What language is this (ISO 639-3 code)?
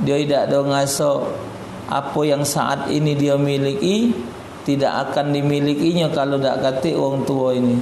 mui